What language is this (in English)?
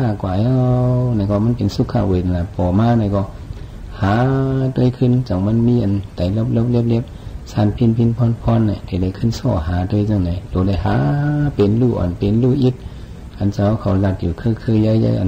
Shan